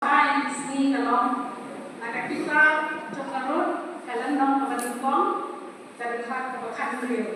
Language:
Khasi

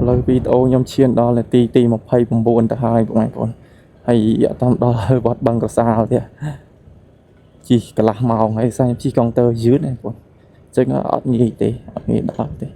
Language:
Khmer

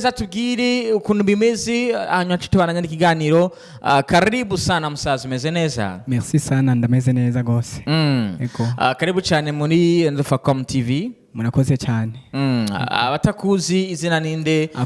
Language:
Rundi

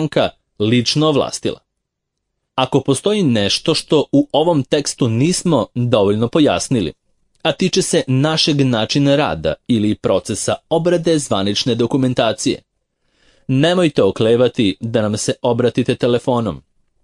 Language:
Serbian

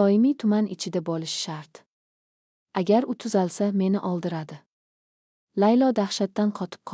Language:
Uzbek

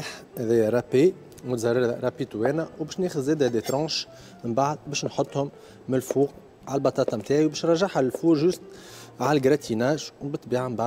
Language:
Tunisian Arabic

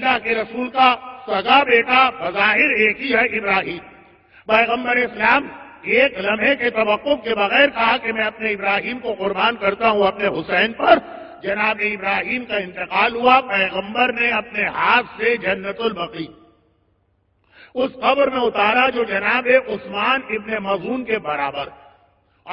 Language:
Urdu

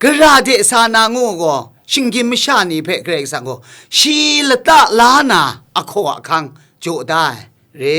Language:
Kachin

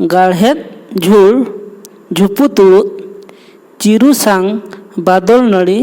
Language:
Santali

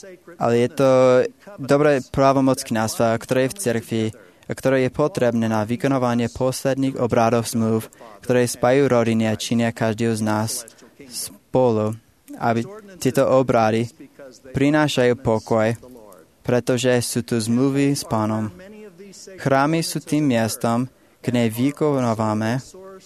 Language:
Slovak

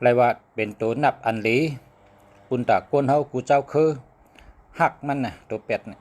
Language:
Shan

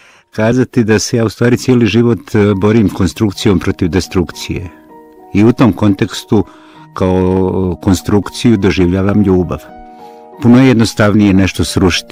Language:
Bosnian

